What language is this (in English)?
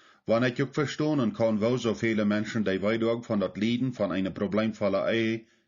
Plautdietsch